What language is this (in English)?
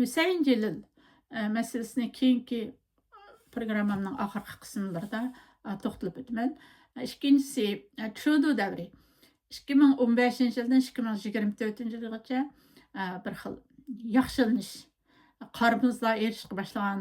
Uyghur